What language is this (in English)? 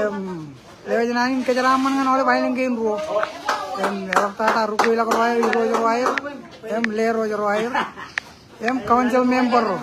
Marshallese